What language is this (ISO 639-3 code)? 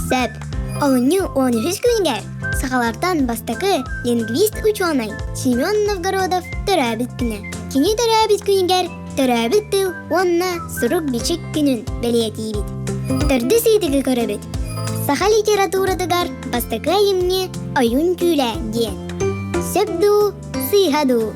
sah